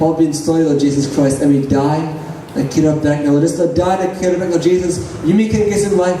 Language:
Tok Pisin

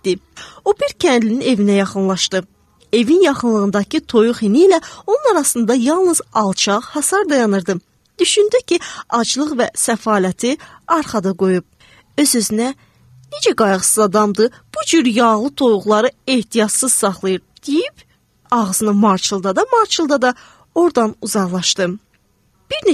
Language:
Azerbaijani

